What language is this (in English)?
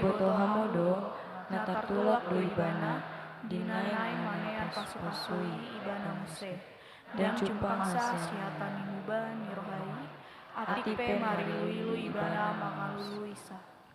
Batak Toba